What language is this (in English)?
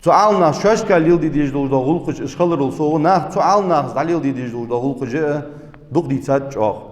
Ingush